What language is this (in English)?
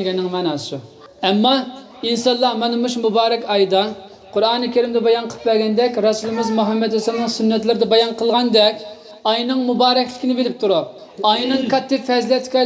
Uyghur